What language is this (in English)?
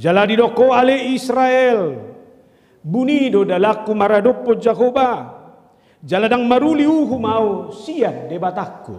Batak Toba